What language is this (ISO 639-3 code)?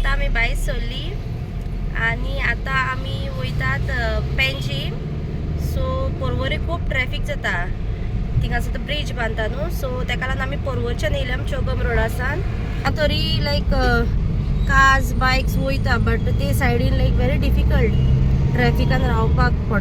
kok